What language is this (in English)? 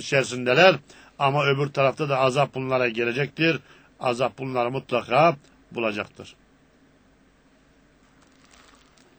Turkish